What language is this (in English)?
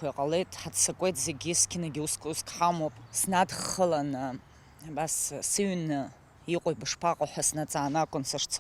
Abkhazian